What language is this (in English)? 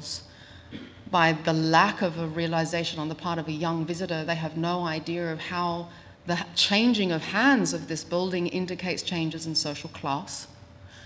English